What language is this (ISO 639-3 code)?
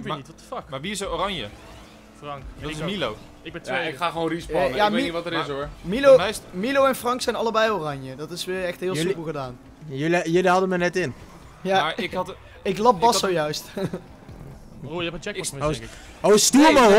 nld